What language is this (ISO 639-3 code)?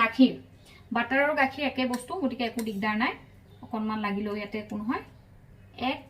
asm